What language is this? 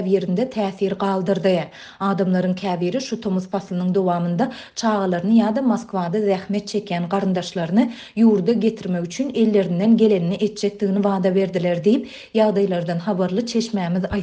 Turkmen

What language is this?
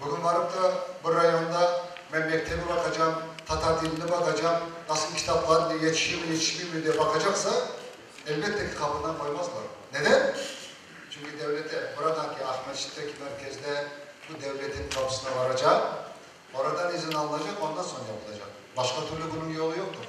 Crimean Tatar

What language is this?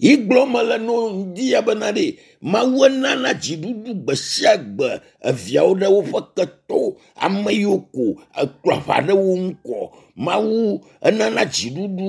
Ewe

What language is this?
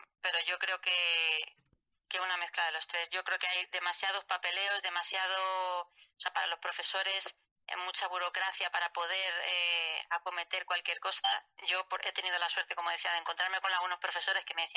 Spanish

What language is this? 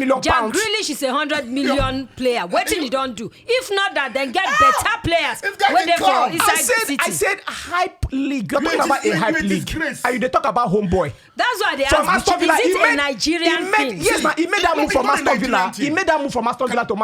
Nigerian Pidgin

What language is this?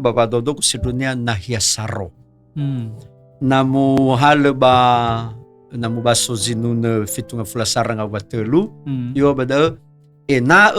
Nias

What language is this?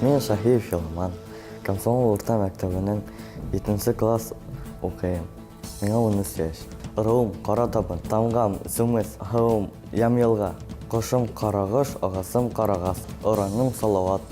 Bashkir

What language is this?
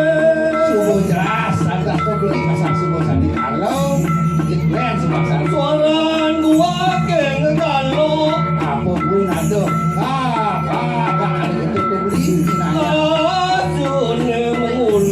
Balinese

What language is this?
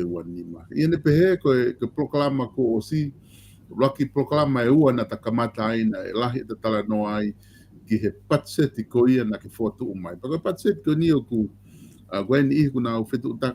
Tongan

